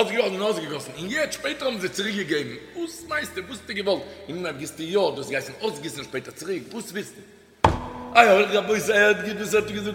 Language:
Yiddish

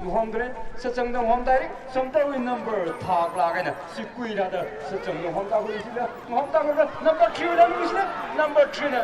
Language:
Tangkhul Naga (India)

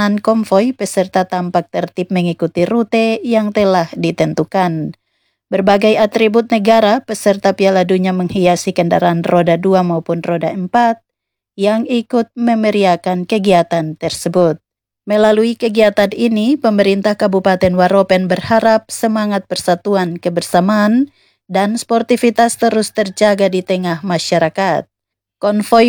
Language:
Indonesian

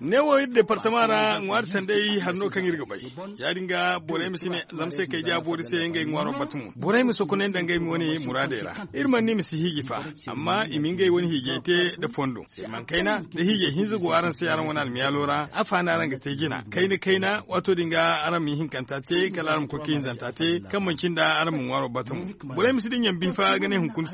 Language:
Zarma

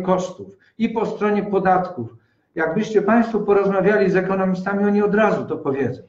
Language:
Polish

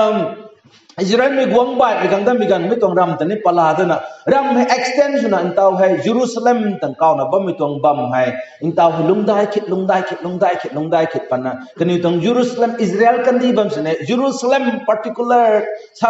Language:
Rongmei Naga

